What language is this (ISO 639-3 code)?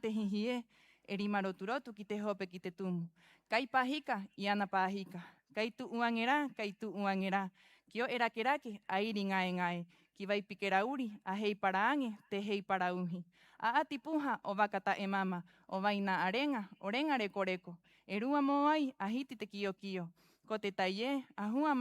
rap